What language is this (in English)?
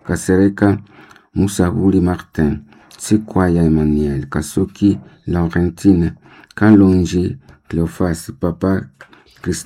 Swahili